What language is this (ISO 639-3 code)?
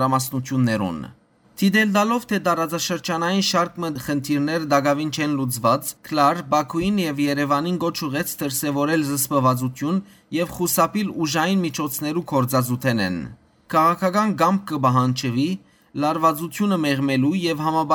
hyw